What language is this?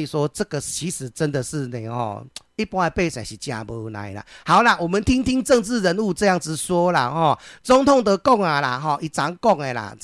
Min Nan Chinese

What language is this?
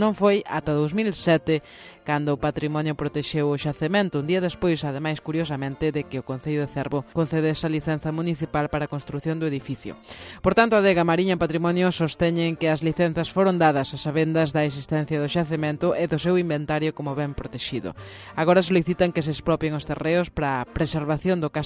Galician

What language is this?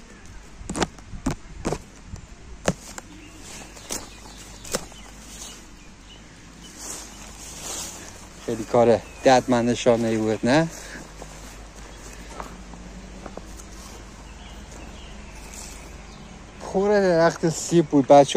Persian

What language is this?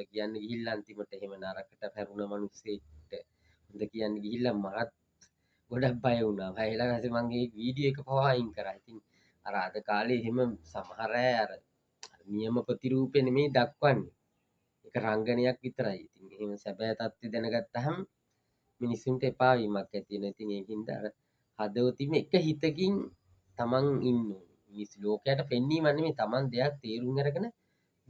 Sinhala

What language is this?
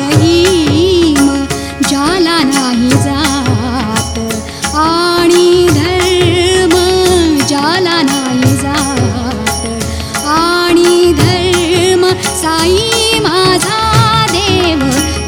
Marathi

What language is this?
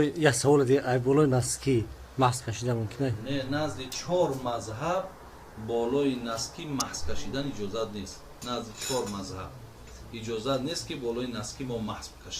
Tajik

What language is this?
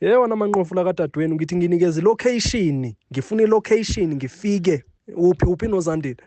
Zulu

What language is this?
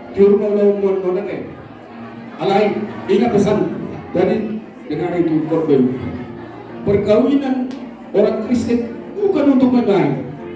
Batak Toba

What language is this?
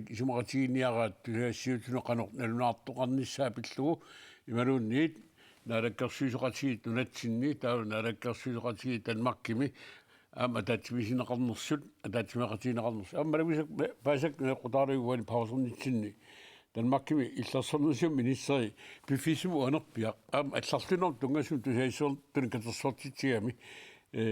Kalaallisut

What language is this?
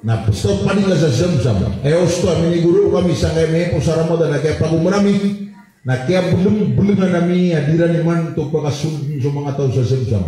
Maranao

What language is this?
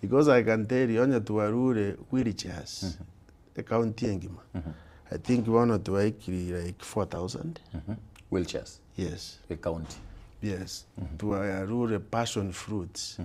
Gusii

